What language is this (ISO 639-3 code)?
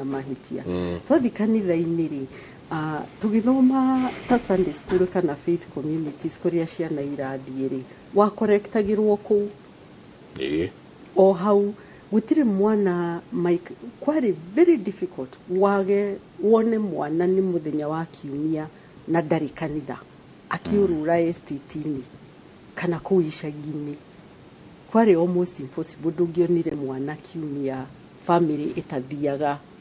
kik